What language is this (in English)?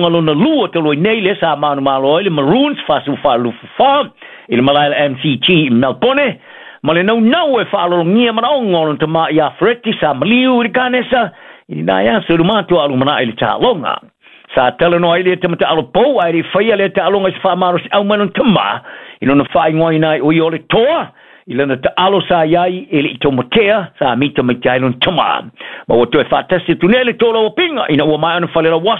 Samoan